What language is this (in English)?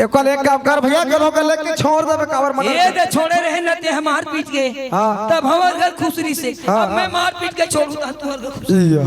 Chhattisgarhi